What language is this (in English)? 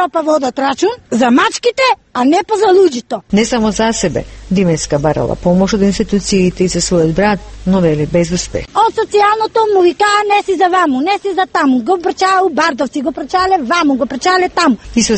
Macedonian